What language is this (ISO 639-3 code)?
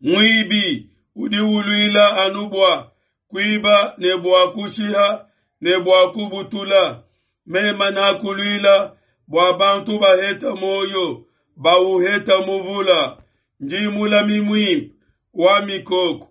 lua